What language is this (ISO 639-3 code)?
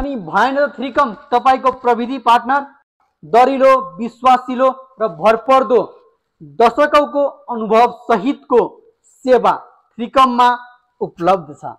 nep